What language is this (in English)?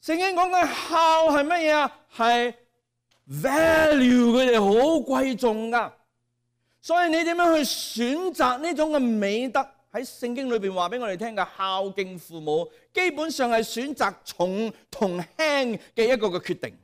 Cantonese